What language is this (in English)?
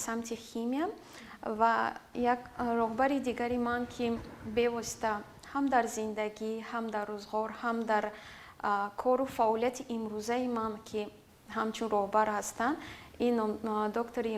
Tajik